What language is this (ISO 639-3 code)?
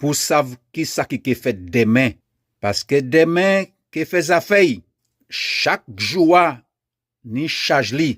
gcf